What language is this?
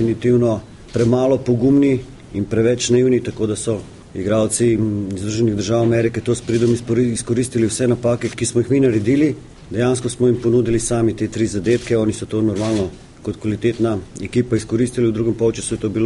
Slovenian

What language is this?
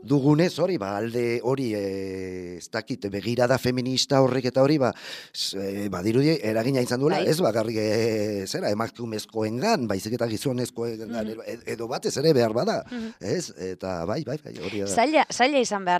Basque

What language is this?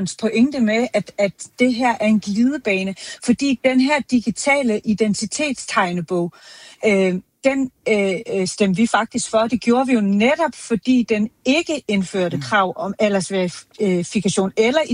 Danish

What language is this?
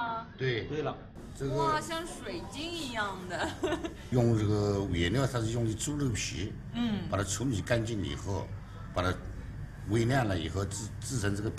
Chinese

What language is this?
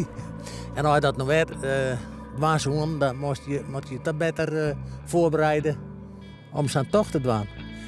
Western Frisian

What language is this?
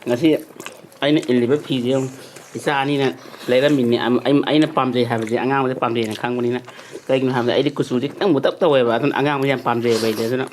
Manipuri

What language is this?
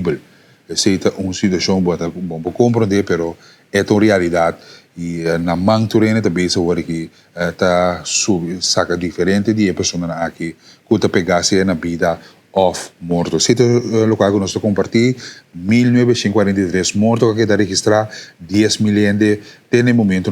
Papiamento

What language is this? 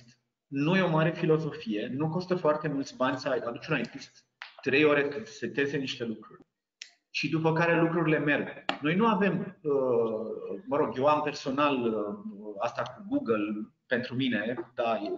Romanian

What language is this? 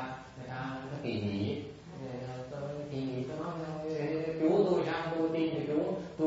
Vietnamese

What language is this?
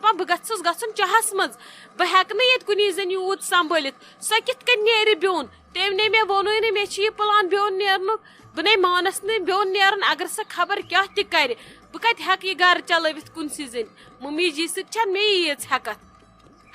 Kashmiri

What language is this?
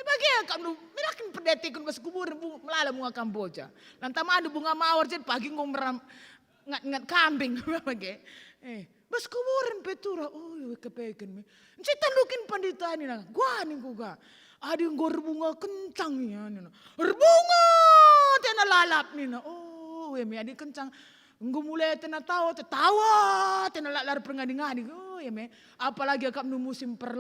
Batak Karo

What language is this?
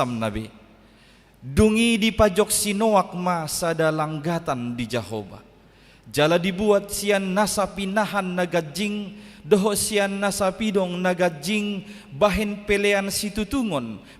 Batak Toba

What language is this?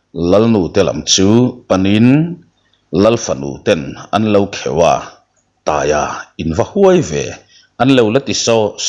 Mizo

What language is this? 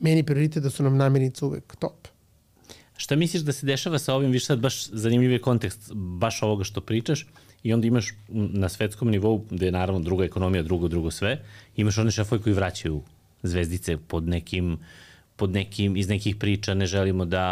Serbian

